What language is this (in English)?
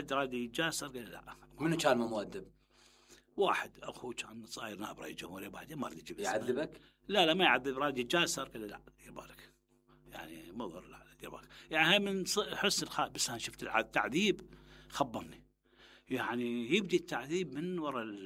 Mesopotamian Arabic